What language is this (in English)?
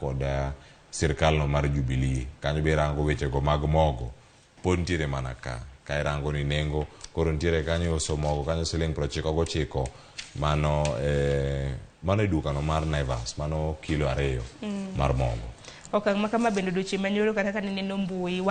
Luo (Kenya and Tanzania)